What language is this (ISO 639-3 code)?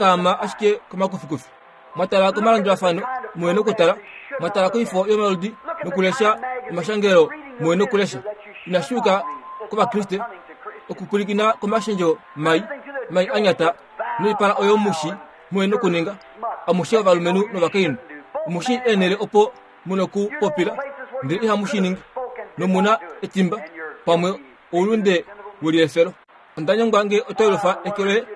kua